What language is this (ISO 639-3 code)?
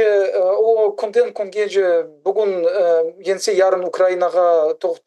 crh